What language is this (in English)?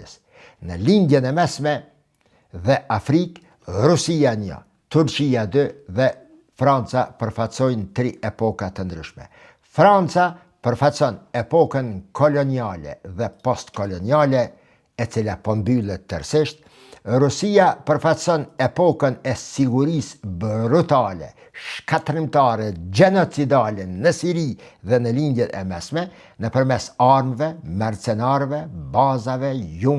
Albanian